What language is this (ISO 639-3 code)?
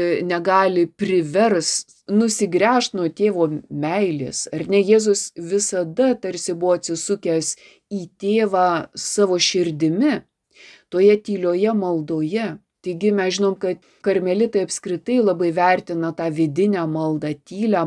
lit